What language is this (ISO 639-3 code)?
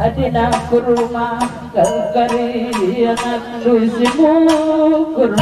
btx